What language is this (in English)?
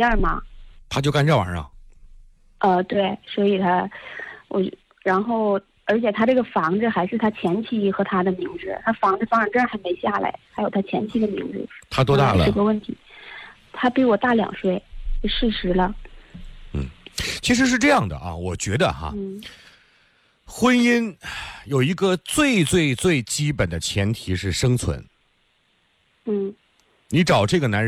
Chinese